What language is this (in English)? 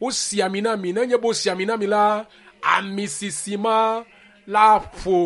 Ewe